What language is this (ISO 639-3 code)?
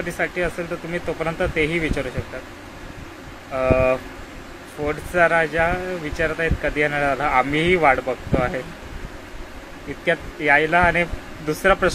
mar